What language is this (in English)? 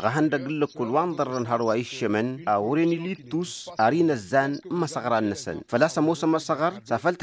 Tamasheq